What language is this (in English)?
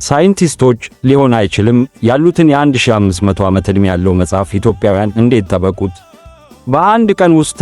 Amharic